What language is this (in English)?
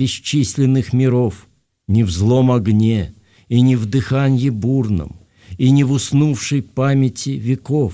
Russian